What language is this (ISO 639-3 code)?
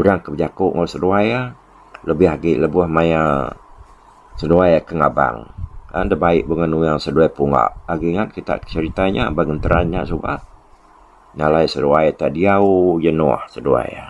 iba